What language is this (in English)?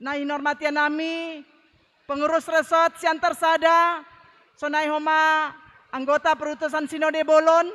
Batak Simalungun